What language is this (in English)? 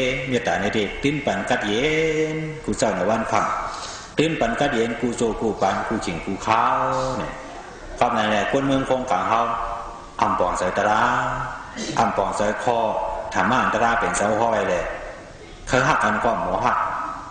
Shan